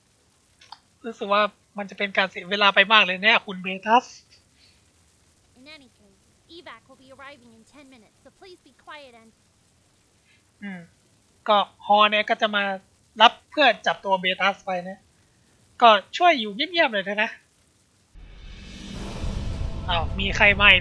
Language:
Thai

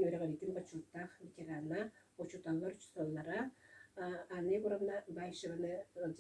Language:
Yakut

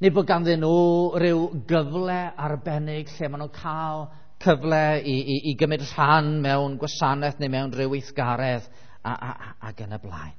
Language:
Welsh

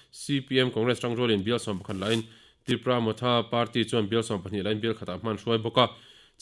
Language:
Mizo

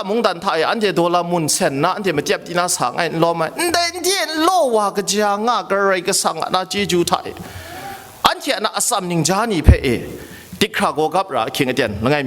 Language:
Kachin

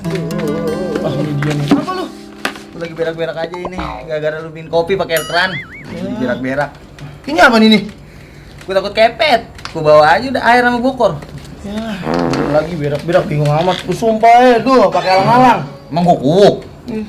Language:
Betawi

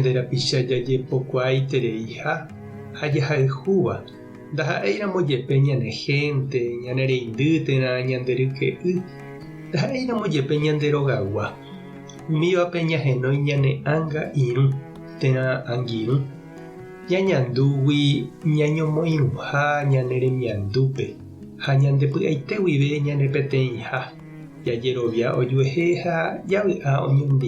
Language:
Guarani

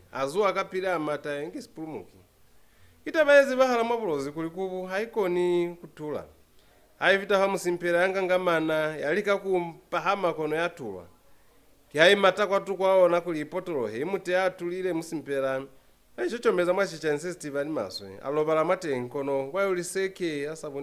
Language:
Lozi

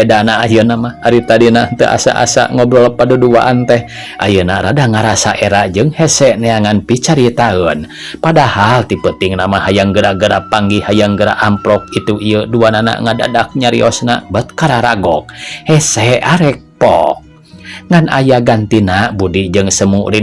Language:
Sundanese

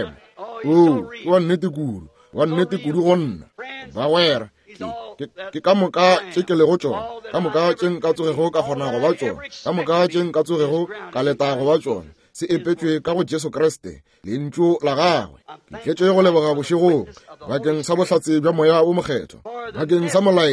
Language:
Northern Sotho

